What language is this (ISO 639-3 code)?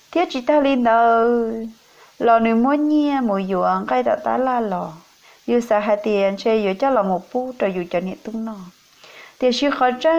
vie